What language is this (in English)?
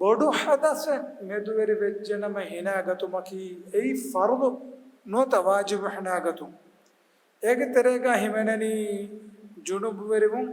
Divehi